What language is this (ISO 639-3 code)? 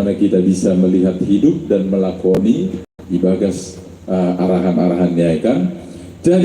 bts